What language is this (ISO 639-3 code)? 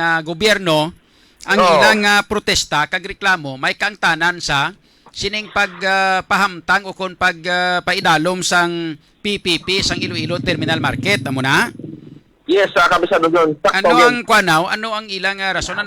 hil